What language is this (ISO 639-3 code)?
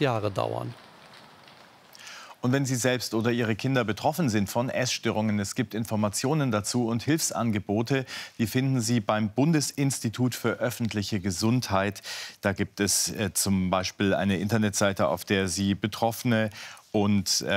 deu